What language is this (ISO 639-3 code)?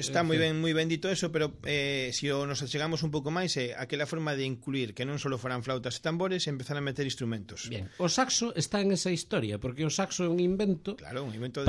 glg